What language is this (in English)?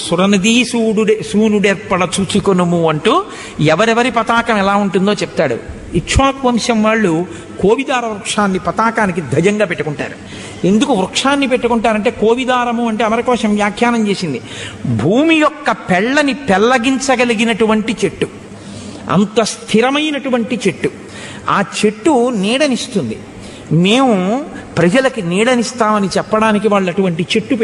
Telugu